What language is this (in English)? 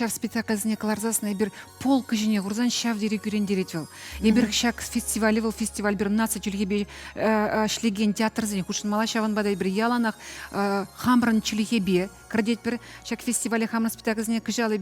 Chuvash